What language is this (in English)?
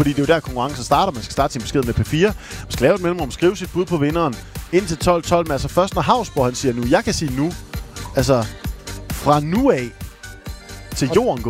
Danish